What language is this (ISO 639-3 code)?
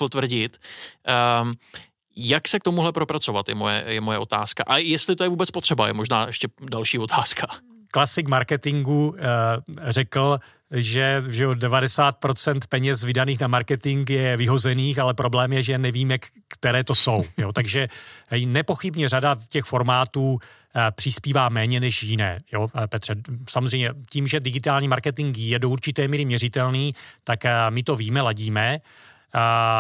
ces